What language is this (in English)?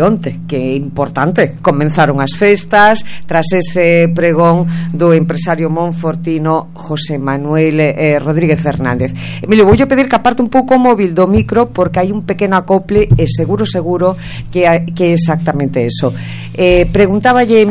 Galician